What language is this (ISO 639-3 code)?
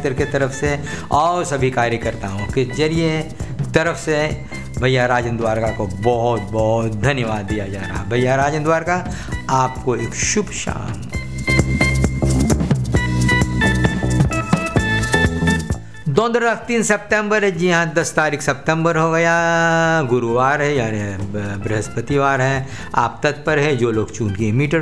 hin